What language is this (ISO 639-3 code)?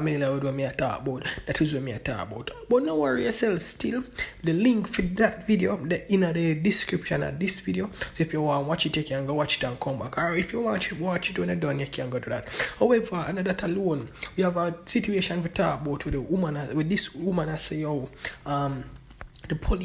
jam